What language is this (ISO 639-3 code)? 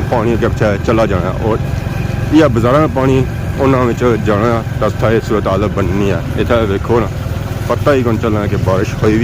phr